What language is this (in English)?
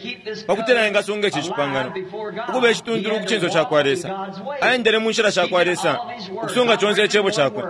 Bemba